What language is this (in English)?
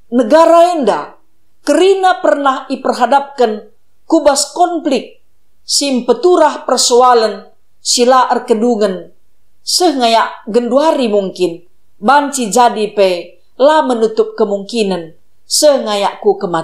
Batak Karo